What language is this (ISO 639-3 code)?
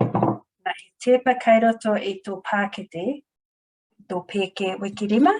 mri